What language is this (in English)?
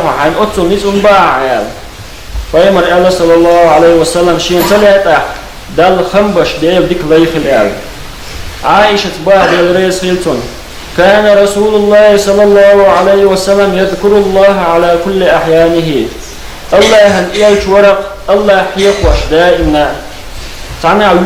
Chechen